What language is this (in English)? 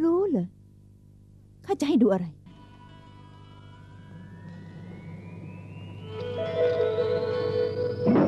Thai